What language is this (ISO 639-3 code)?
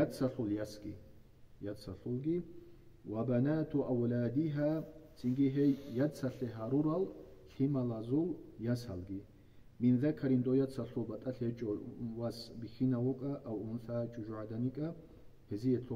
ava